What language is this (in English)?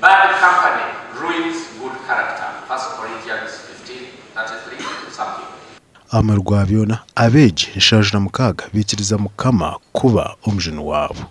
Nyankole